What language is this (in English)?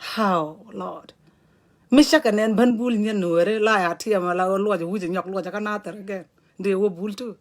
Nuer